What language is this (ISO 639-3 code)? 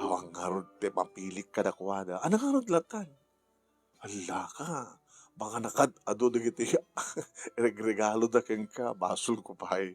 ilo